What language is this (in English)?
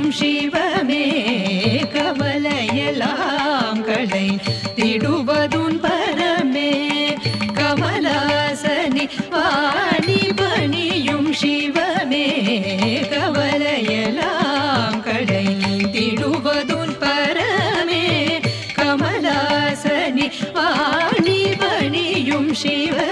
Tamil